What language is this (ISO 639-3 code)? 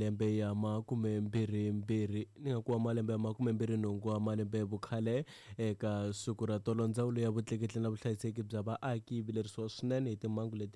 tso